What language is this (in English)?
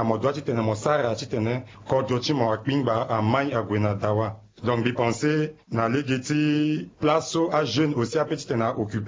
Sango